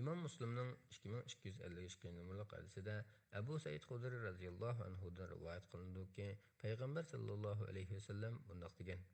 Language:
Uyghur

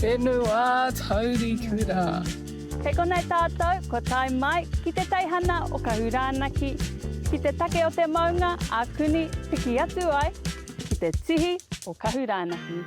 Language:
Māori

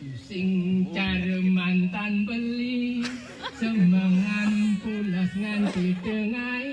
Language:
Balinese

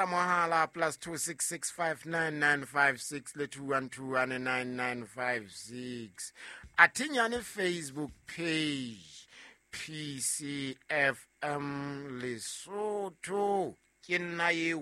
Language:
Southern Sotho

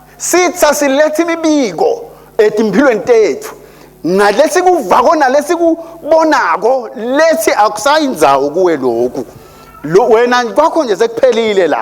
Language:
Swati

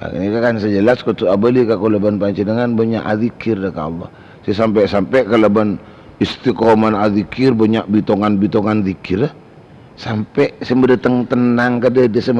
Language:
Madurese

